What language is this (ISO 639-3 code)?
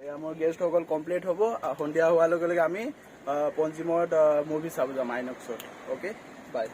asm